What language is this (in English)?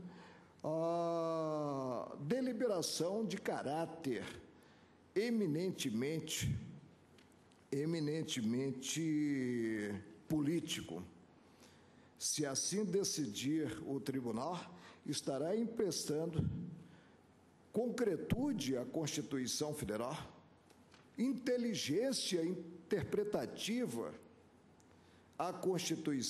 Portuguese